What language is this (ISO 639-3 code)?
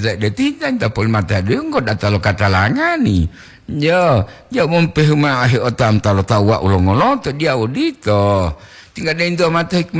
gor